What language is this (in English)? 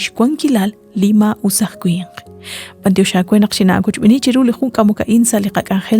Kekchí